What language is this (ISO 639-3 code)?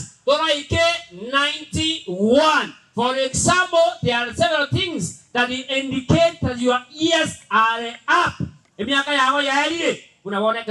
guz